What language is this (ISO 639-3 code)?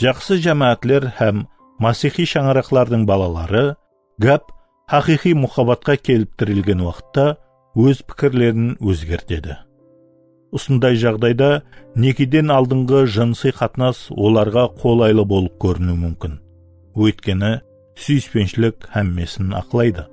kaa